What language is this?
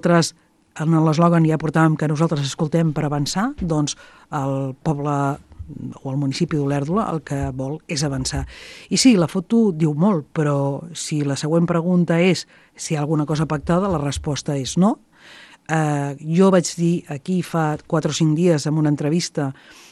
Catalan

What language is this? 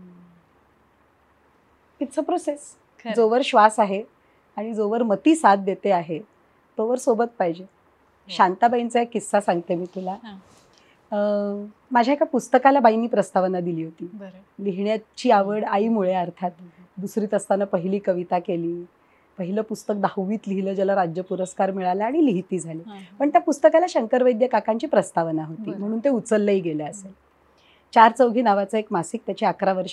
Marathi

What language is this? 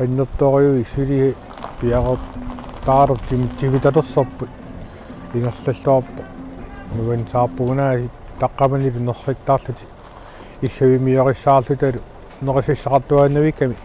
Kalaallisut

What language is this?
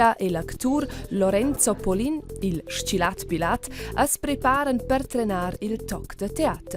Romansh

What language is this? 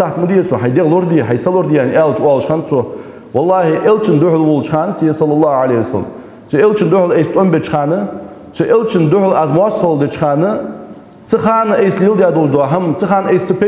Ingush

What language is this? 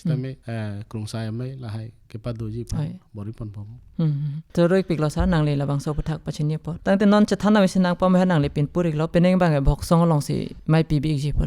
Karbi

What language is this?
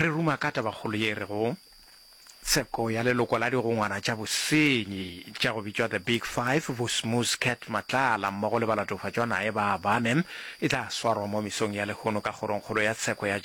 Northern Sotho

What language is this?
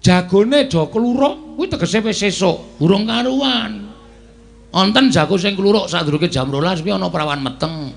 Javanese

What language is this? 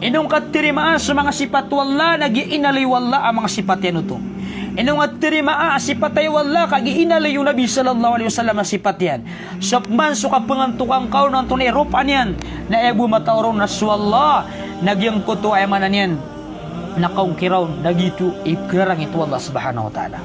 Maranao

